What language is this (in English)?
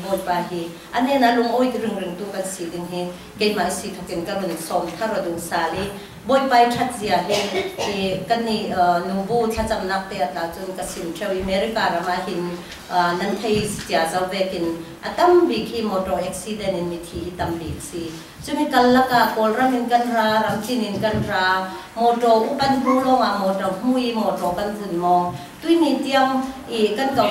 Falam Chin